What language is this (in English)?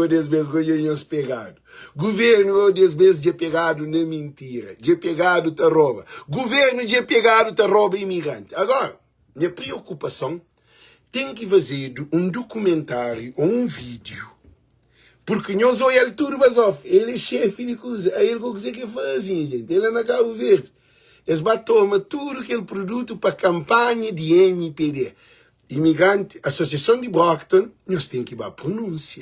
Kabuverdianu